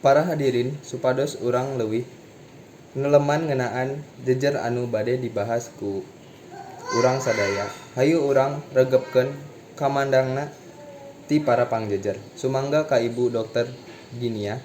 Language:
Sundanese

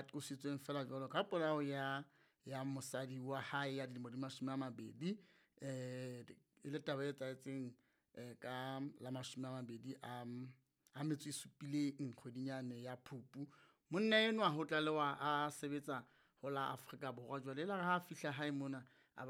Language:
Southern Sotho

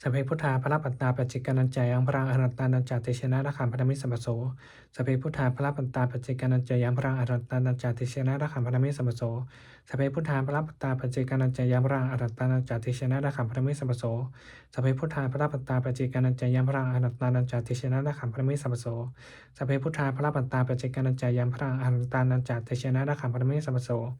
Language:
Pali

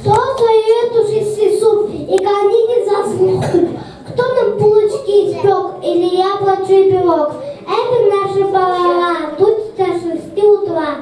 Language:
Yakut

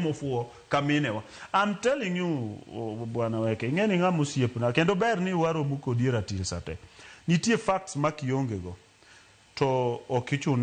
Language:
Luo (Kenya and Tanzania)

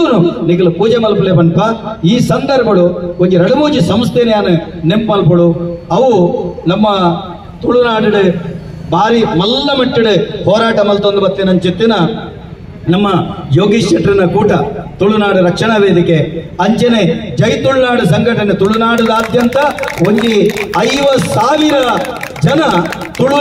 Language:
Tulu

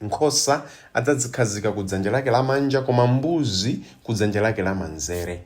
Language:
Nyanja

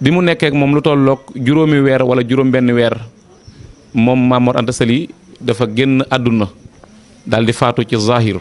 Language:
Wolof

